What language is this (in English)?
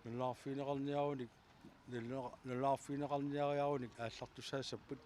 Kalaallisut